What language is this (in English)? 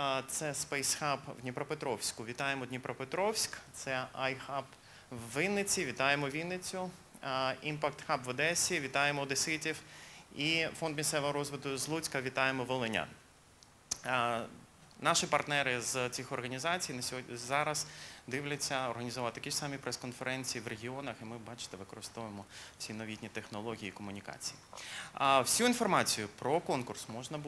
Ukrainian